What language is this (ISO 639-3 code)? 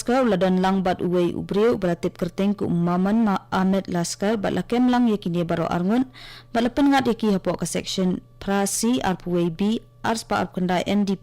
kha